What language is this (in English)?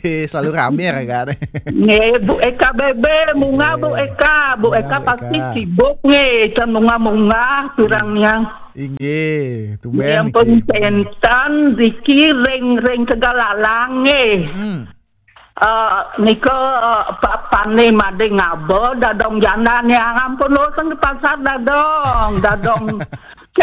Balinese